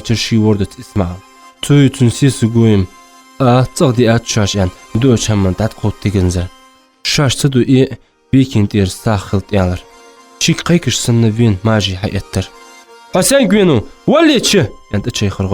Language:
Ingush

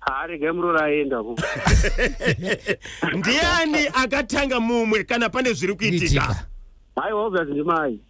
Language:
Shona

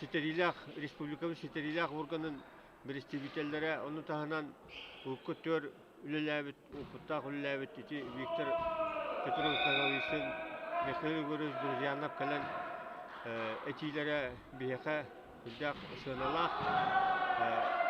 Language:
Yakut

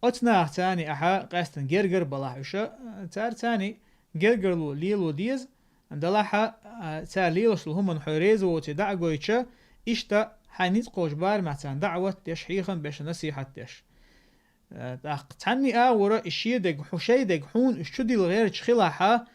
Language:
Chechen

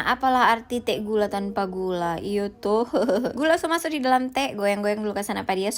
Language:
Manado Malay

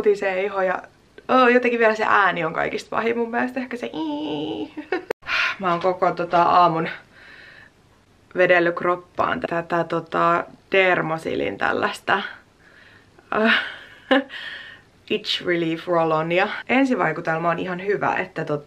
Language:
Finnish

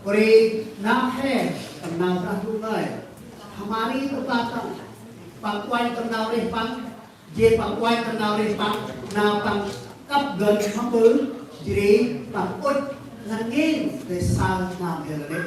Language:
Central Mnong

